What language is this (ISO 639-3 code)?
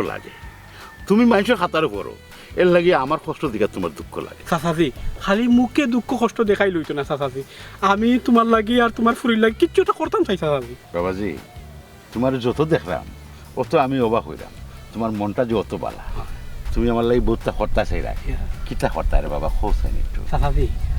syl